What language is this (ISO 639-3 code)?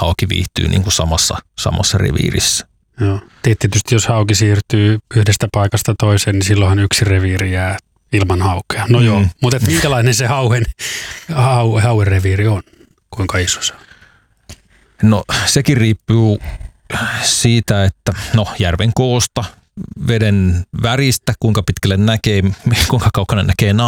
fin